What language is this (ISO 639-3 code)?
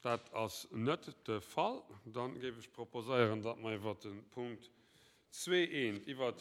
ltz